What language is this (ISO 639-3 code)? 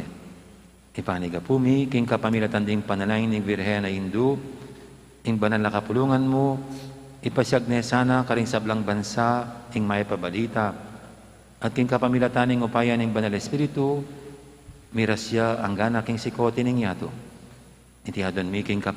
pam